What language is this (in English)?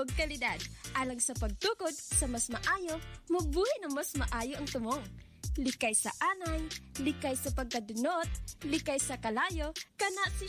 Cebuano